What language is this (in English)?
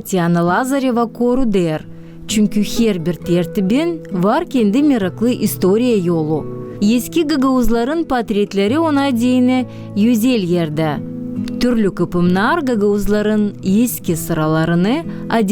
Gagauz